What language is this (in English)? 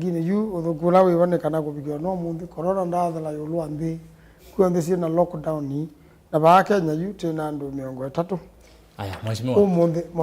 Kamba